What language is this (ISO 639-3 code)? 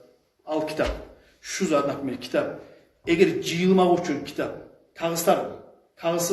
kum